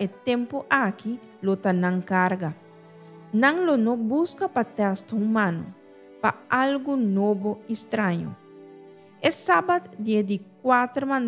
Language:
Papiamento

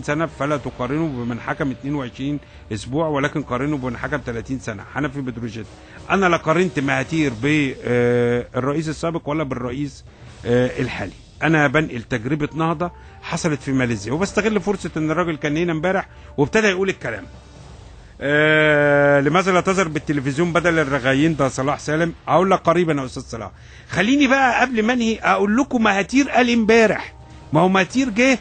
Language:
Egyptian Arabic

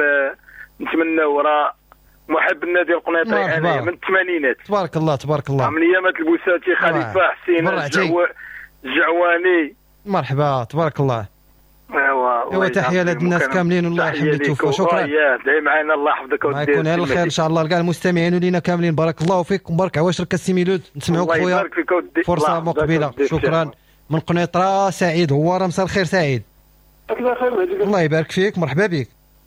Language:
Moroccan Arabic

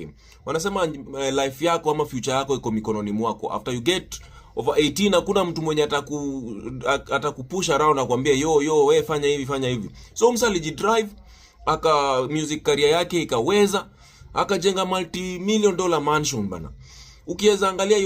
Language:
Swahili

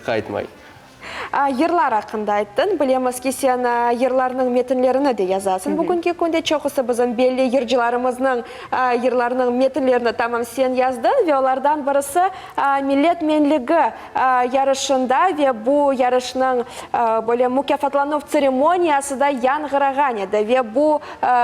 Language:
Crimean Tatar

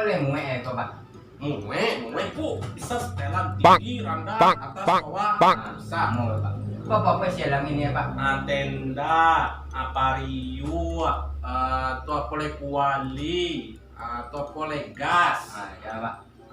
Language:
Minangkabau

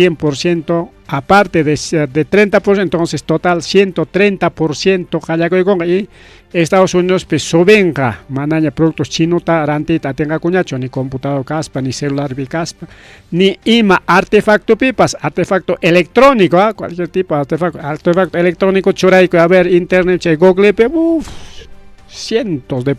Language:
Ayacucho Quechua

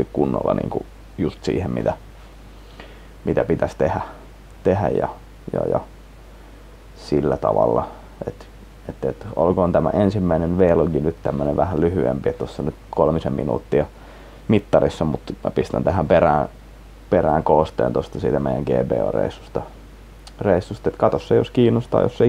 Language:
Finnish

